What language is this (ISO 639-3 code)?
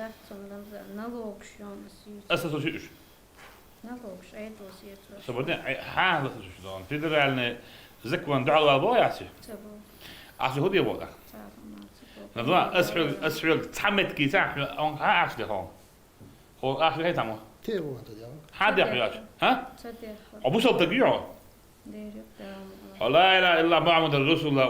che